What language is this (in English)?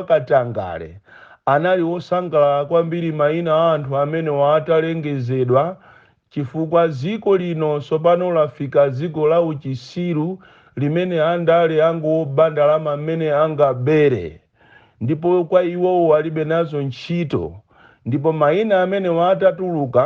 Nyanja